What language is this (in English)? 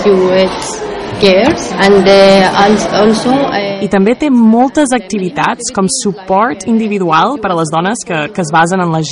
Catalan